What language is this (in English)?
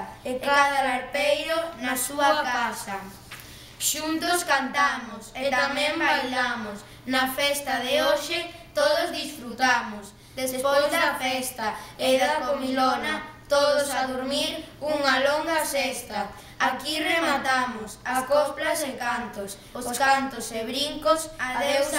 Galician